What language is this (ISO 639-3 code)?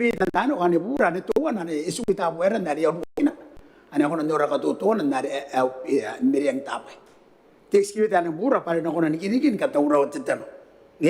gil